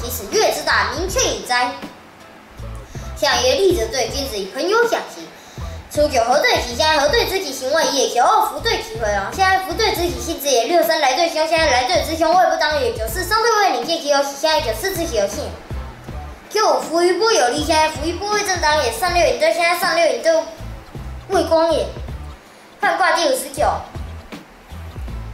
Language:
Literary Chinese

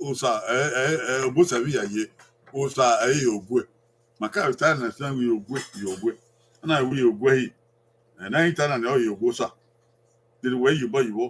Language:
Bini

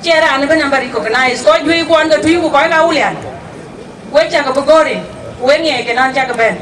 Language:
Dinka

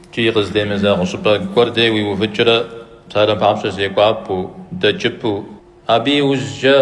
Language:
Kabardian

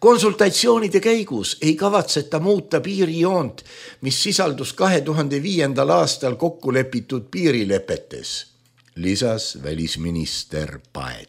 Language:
Estonian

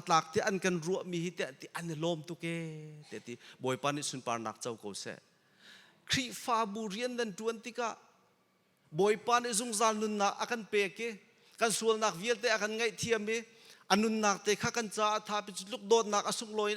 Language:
Hakha Chin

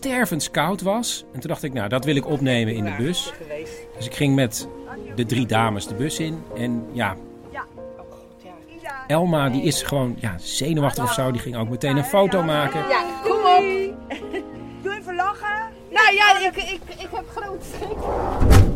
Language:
Dutch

